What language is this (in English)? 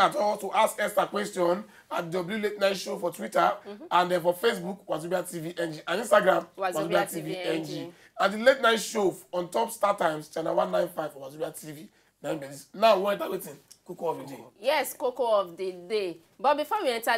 Nigerian Pidgin